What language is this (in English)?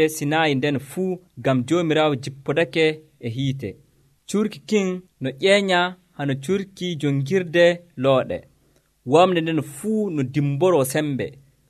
Nigerian Fulfulde